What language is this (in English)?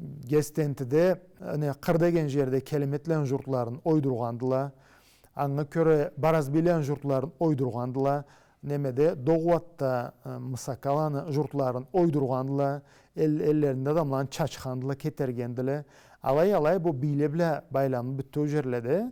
Karachay-Balkar